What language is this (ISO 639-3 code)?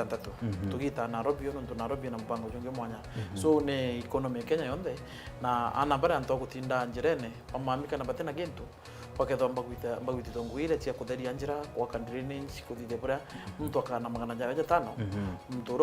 mer